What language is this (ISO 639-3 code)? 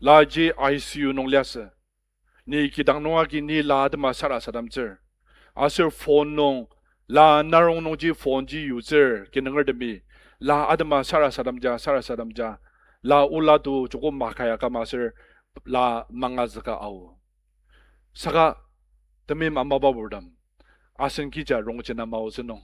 njo